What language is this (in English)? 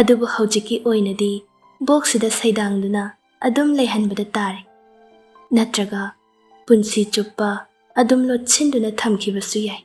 Manipuri